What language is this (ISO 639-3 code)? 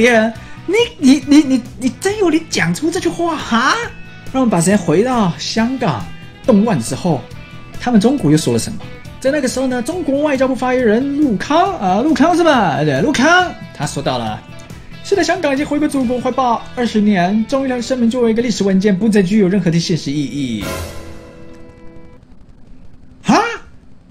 zho